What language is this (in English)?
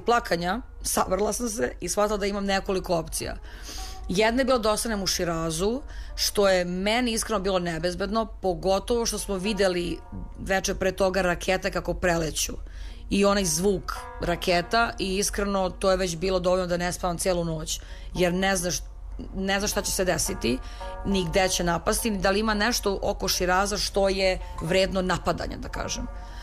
Serbian